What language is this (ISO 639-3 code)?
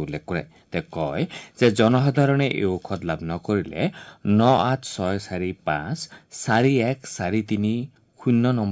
asm